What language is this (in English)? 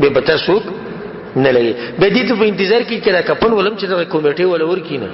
Pashto